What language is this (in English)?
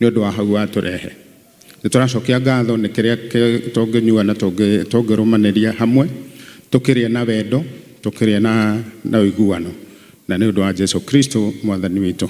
Kikuyu